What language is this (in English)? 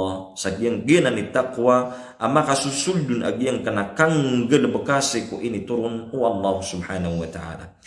Maranao